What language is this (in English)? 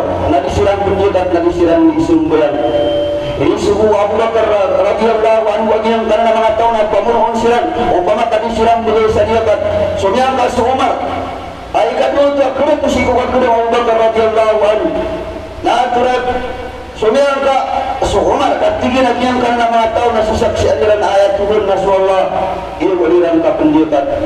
Maranao